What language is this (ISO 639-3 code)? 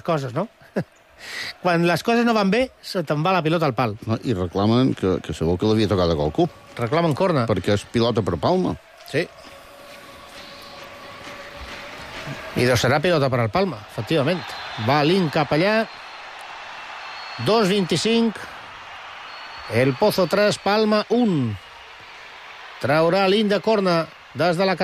cat